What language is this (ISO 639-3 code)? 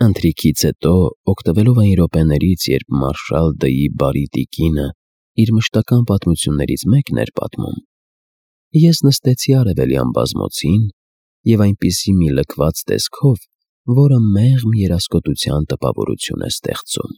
hye